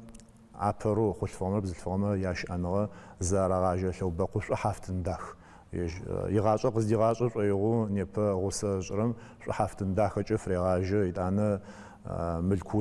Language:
Adyghe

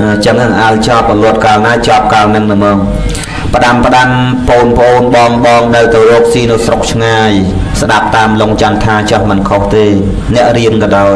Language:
Khmer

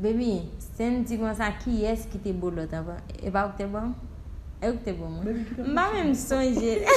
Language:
Haitian Creole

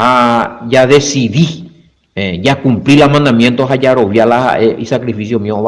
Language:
Guarani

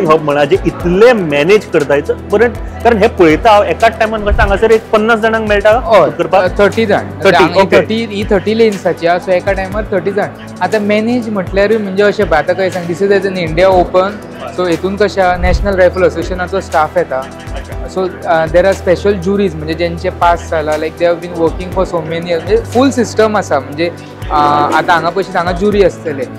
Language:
Konkani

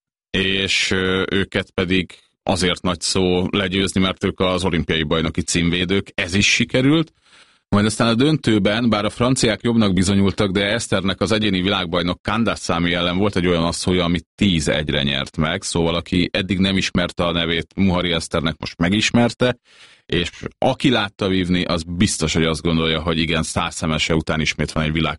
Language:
Hungarian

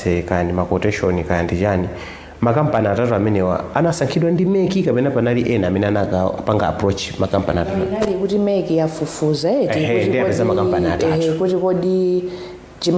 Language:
Nyanja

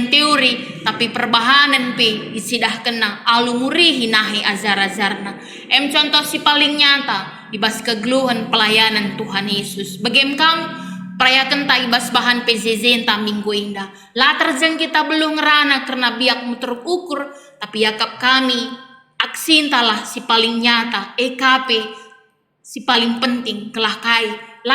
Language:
Batak Karo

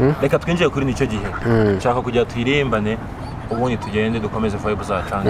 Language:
Kinyarwanda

